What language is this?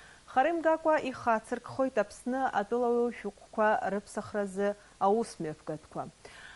Abkhazian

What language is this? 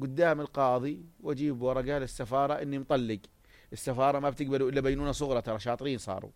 North Levantine Arabic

